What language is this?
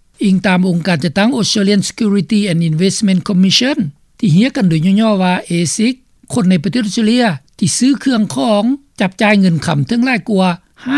Lao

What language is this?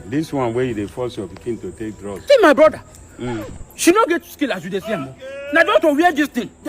Nigerian Pidgin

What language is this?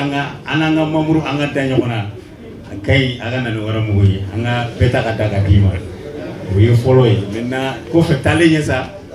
Bambara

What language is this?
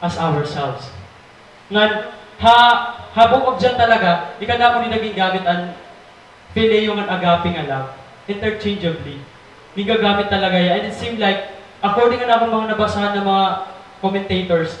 Waray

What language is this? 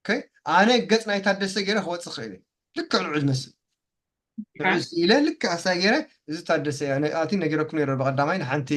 Tigrinya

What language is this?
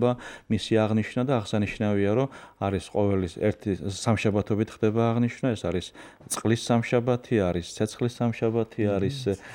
Georgian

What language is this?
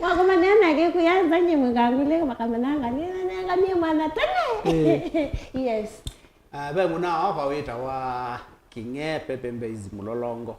Kamba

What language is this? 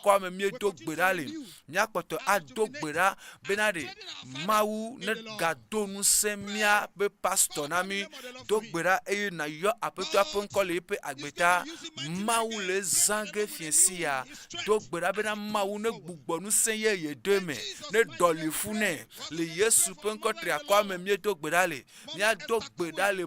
Ewe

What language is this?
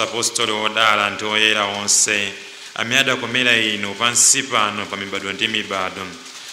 Nyanja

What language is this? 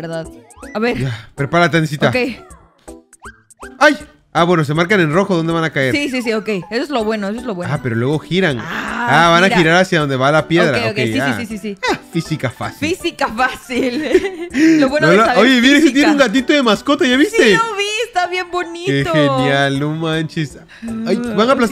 Spanish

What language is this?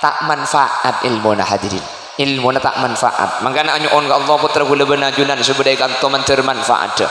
Madurese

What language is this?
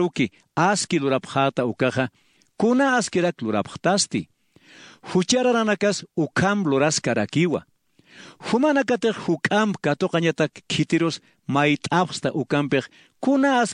Aymara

